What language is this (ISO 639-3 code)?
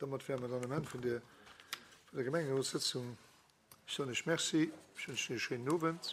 ltz